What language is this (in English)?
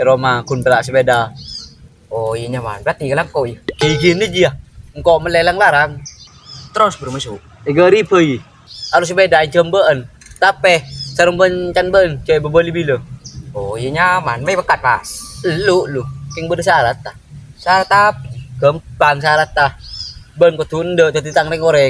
Madurese